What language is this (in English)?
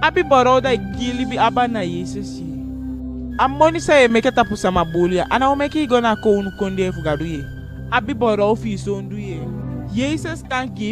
Eastern Maroon Creole